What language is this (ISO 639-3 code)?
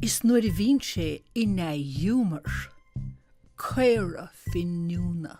gle